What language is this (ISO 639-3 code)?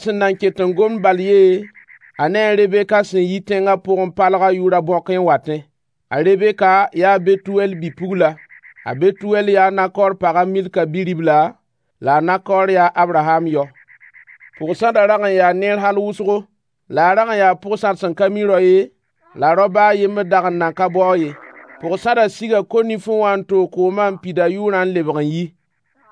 mos